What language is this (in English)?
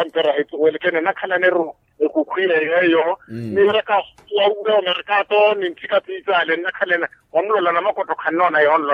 Makhuwa